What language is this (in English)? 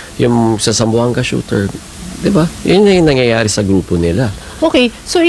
Filipino